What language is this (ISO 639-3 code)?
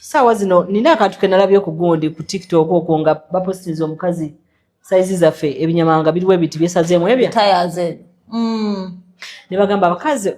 lug